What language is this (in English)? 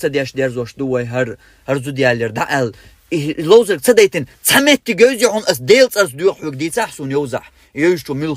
Chechen